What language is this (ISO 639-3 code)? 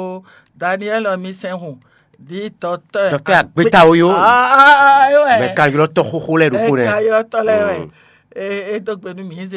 fon